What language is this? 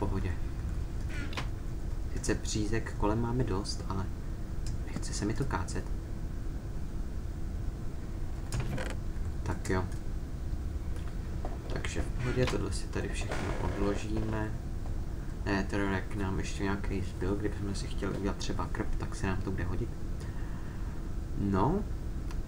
Czech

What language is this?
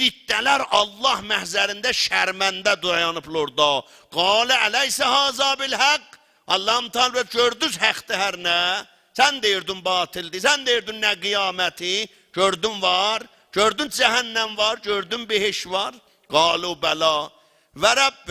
South Azerbaijani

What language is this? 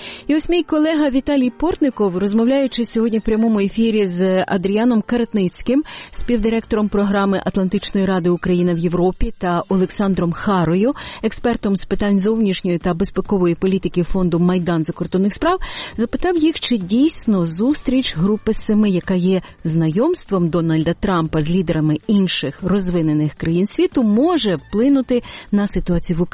Ukrainian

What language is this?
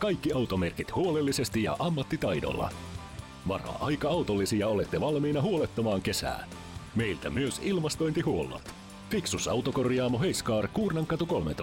Finnish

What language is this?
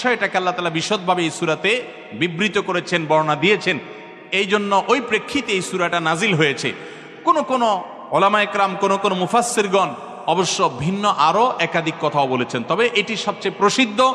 Bangla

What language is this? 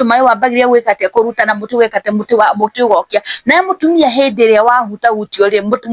Kikuyu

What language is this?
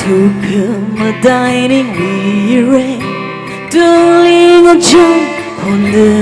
Tangkhul Naga (India)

